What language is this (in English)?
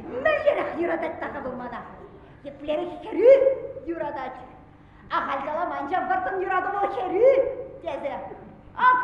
Chuvash